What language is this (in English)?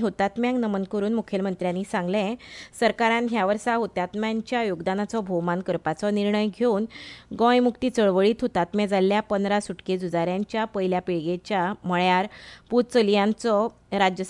Konkani